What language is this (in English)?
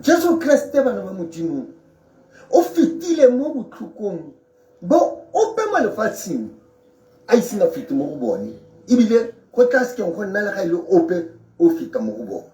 Tswana